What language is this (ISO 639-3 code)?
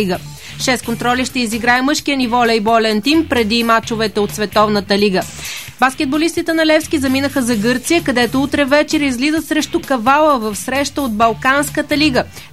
bul